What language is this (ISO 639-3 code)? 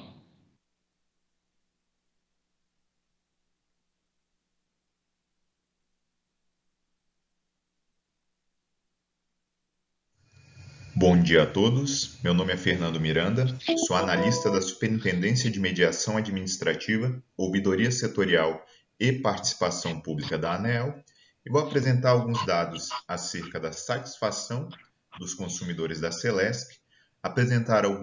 por